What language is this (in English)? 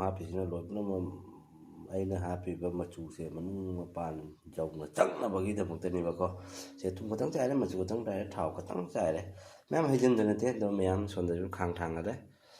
Manipuri